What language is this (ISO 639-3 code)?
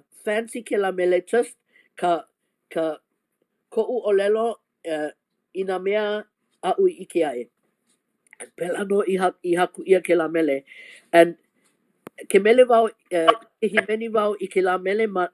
haw